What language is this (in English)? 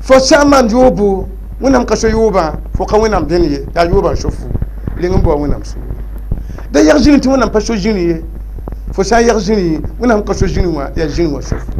Mossi